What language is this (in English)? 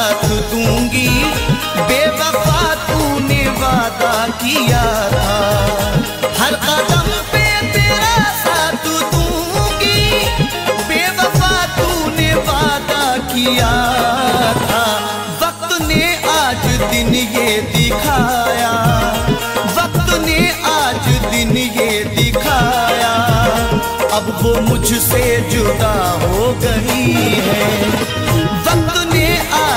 Hindi